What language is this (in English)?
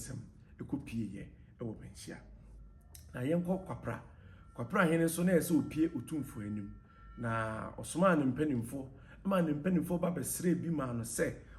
Akan